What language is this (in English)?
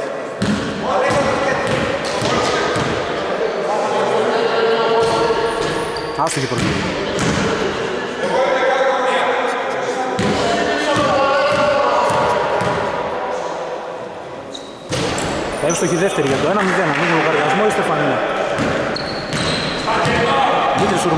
Greek